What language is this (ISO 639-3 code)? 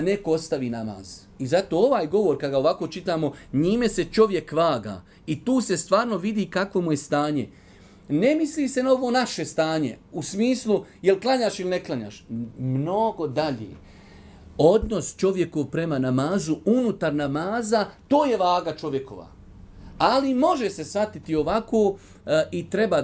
bos